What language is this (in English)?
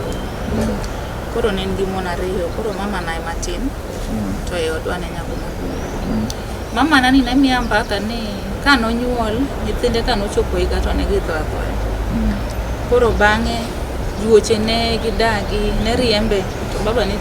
Luo (Kenya and Tanzania)